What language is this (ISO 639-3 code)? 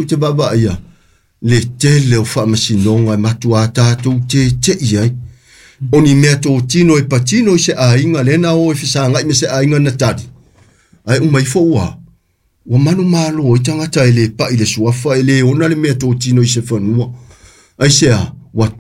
smo